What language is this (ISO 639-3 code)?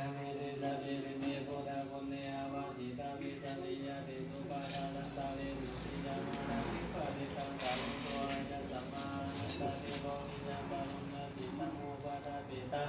pli